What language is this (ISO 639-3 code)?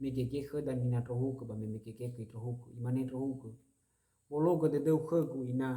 nia